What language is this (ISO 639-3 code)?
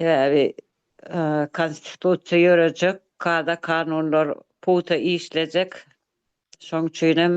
tuk